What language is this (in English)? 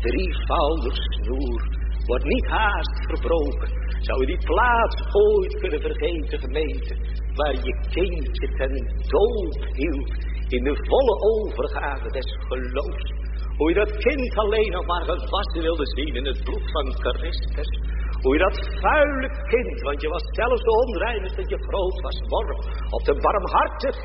Dutch